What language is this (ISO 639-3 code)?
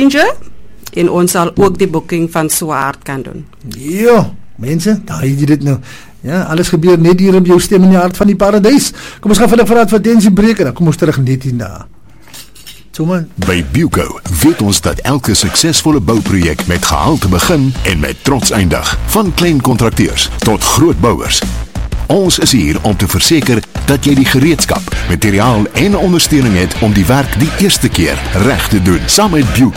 afr